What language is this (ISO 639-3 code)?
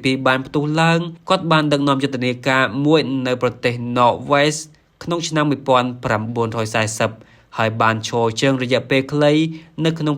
khm